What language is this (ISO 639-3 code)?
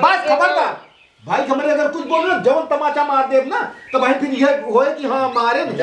awa